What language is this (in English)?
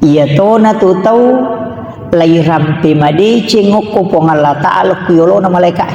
Buginese